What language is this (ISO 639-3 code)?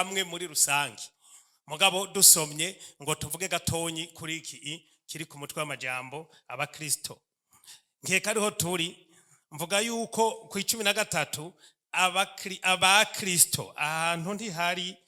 run